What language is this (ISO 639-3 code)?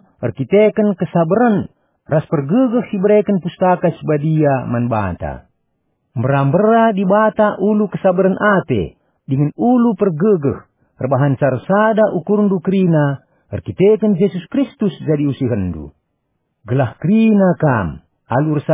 btx